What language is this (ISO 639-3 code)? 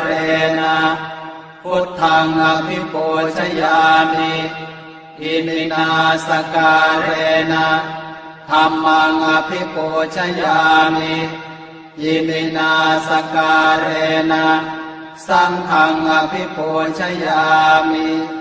pli